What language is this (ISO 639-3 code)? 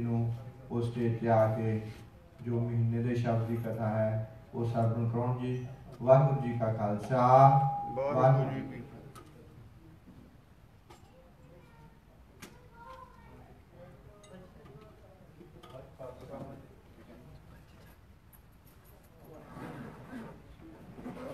pan